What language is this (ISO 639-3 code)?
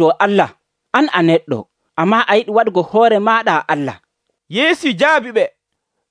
fuv